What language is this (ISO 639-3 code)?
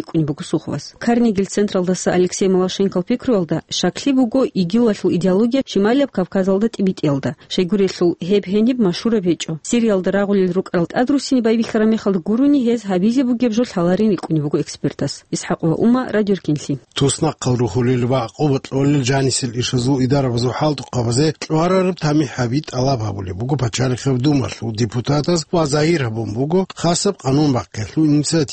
ava